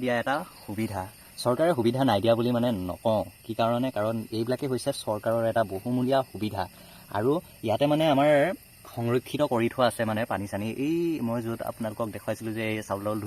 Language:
Assamese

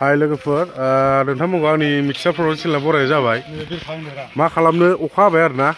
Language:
Bodo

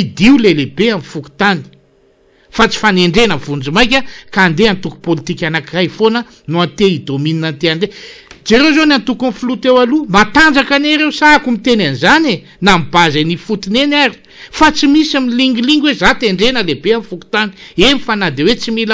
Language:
Malagasy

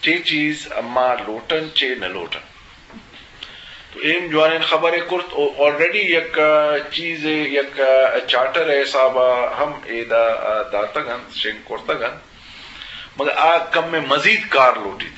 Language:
Eastern Balochi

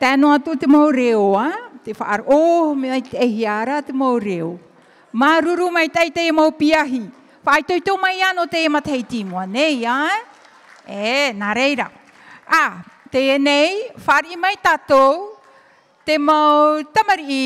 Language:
Tahitian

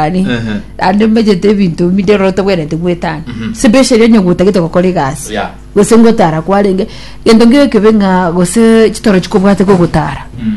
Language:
Gusii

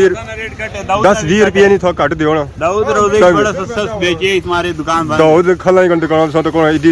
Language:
Pahari-Potwari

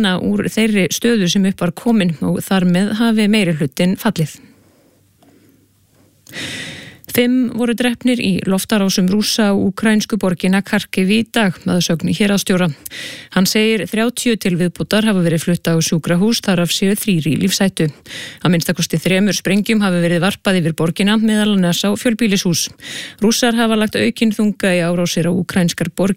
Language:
Icelandic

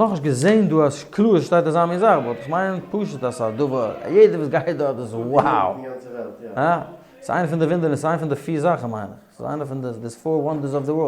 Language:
Yiddish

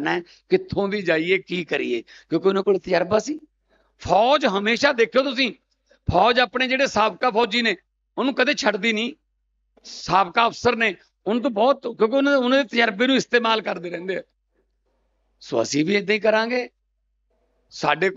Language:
Punjabi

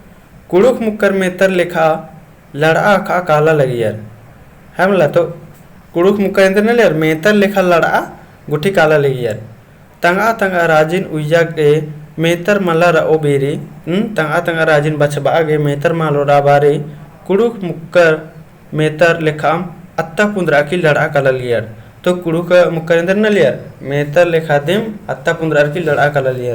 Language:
Kurukh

